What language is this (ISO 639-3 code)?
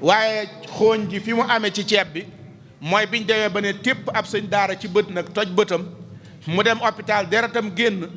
wol